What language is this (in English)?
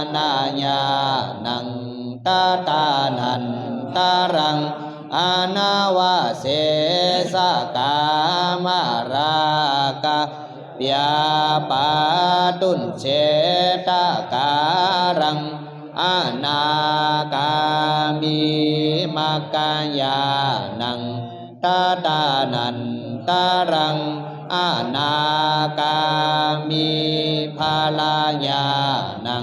Pali